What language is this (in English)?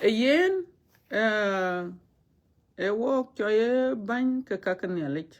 Dinka